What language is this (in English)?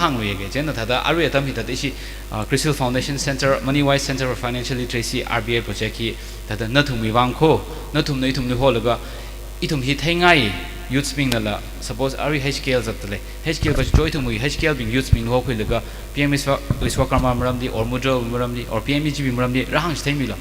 Tangkhul Naga (India)